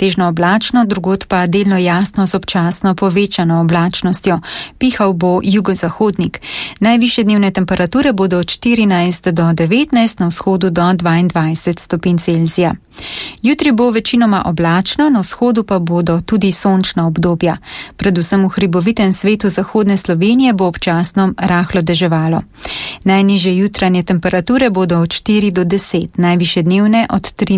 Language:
Slovenian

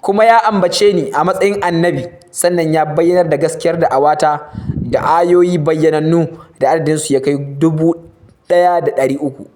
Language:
Hausa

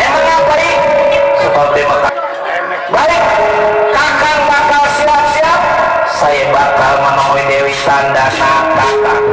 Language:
Betawi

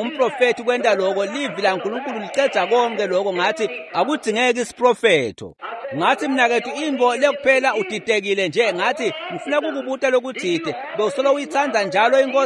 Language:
Swati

